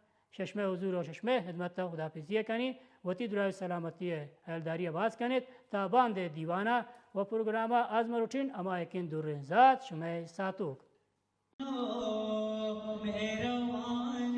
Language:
Baluchi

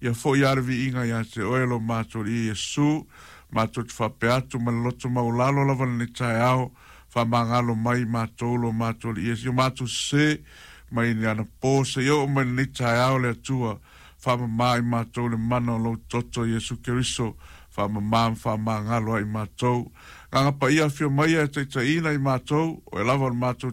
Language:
Samoan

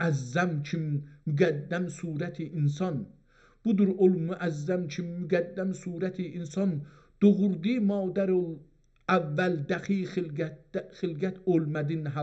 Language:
South Azerbaijani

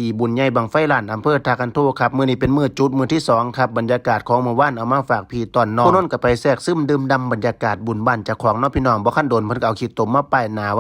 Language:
Northeastern Thai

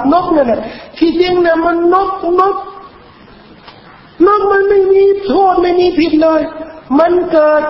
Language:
Thai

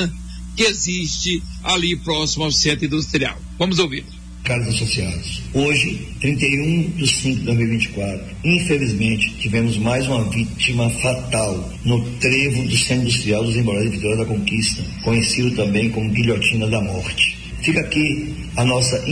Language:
Portuguese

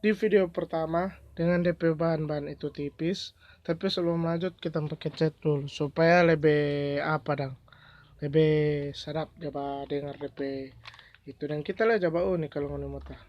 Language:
Manado Malay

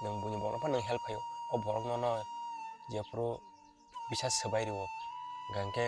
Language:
Kok Borok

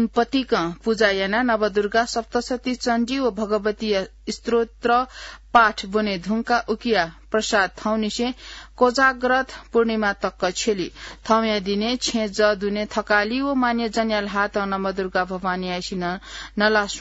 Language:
Newari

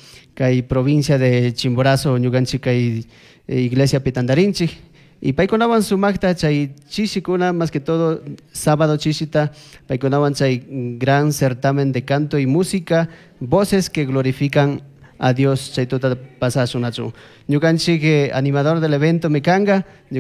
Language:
Chimborazo Highland Quichua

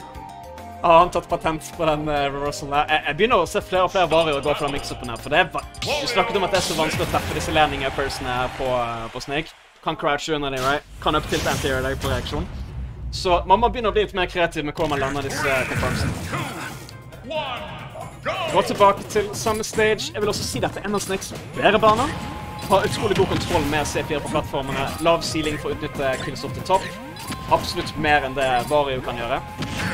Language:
Norwegian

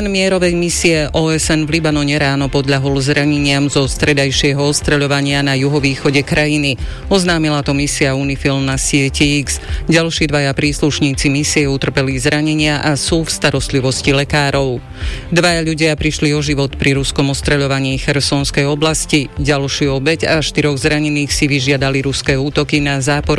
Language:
Slovak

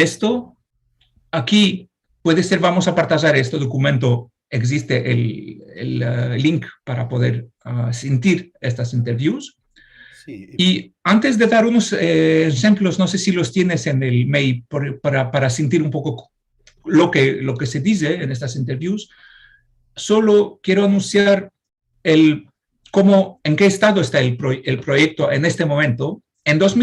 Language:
Ladino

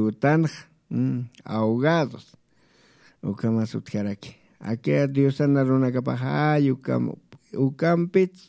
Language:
Aymara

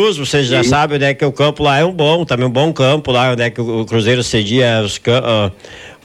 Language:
Portuguese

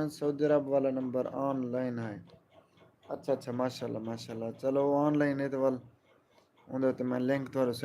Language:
Saraiki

